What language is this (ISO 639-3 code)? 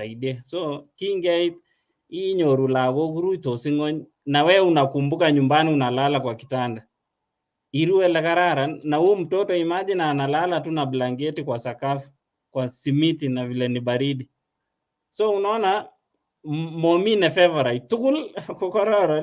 kln